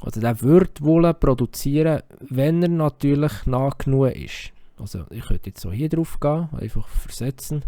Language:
Swiss German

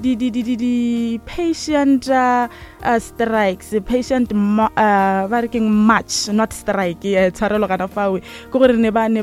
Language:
Northern Sotho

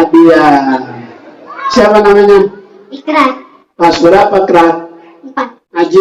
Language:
Betawi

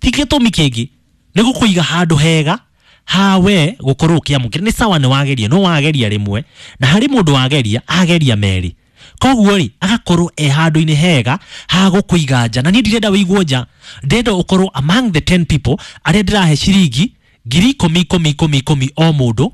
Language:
Kikuyu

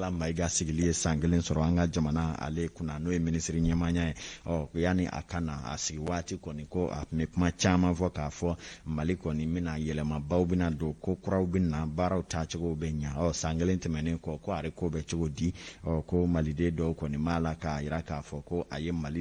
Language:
Bambara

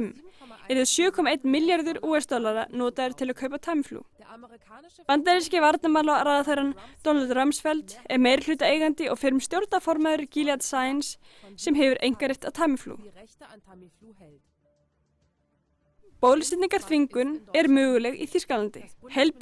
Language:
Icelandic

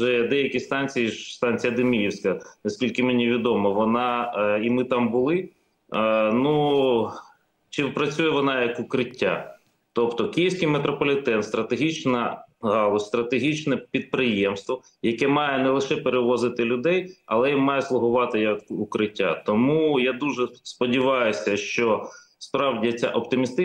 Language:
Ukrainian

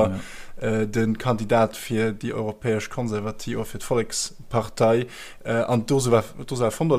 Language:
Luxembourgish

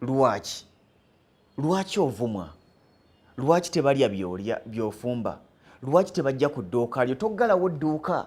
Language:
Ganda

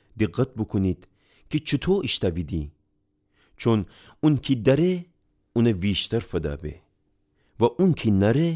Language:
Gilaki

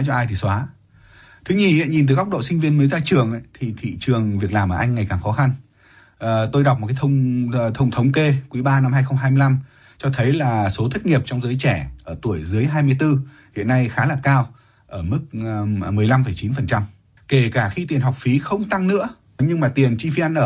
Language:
Vietnamese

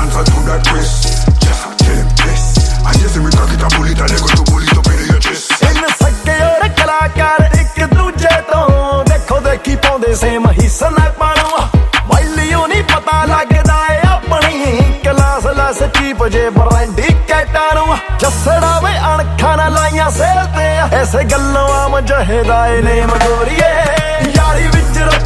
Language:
Punjabi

